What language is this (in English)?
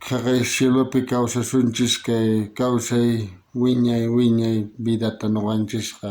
South Bolivian Quechua